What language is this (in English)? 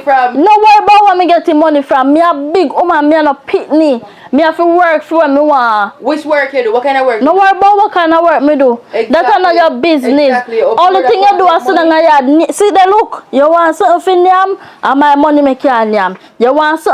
Jamaican Creole English